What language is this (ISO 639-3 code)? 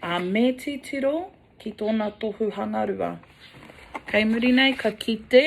mri